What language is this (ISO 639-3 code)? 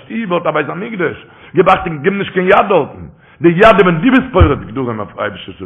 yid